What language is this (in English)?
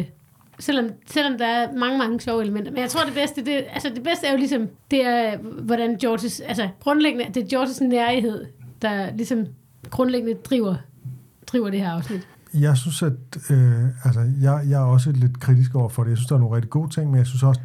Danish